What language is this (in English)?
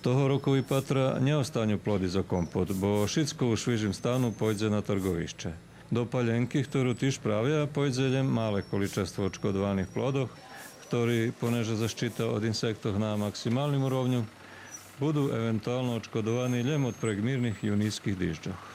Rusyn